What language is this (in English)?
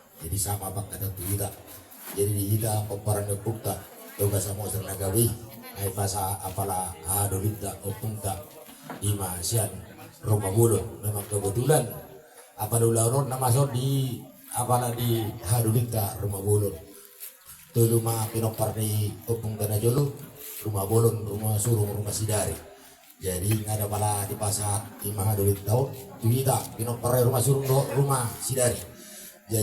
Batak Toba